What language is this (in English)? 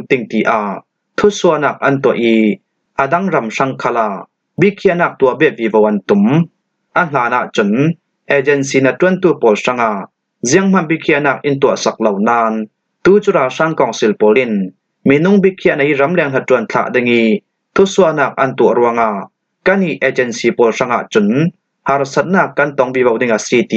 Falam Chin